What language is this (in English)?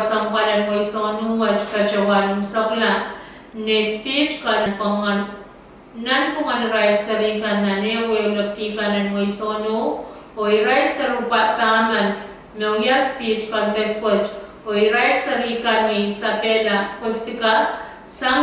Pohnpeian